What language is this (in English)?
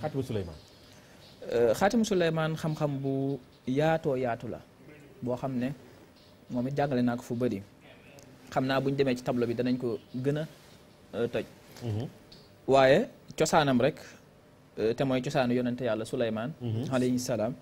Wolof